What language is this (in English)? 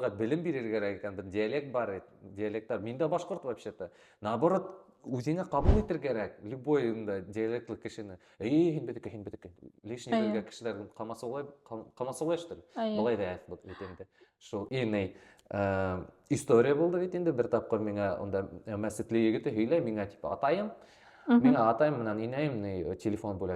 Bashkir